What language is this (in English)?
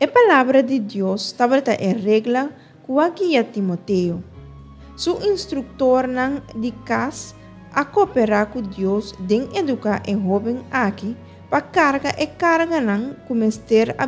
Papiamento